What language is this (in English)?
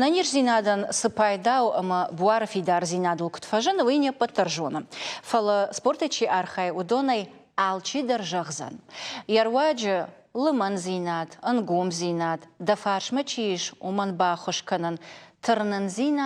Ossetic